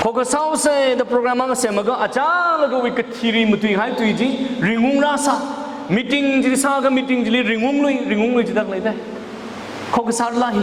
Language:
Tangkhul Naga (India)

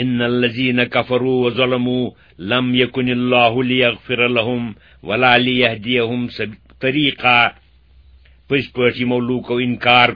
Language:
Kashmiri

